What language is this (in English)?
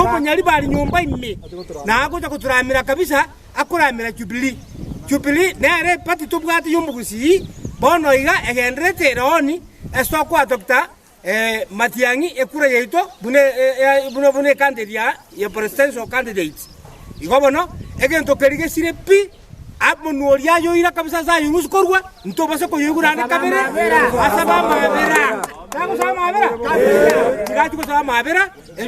Gusii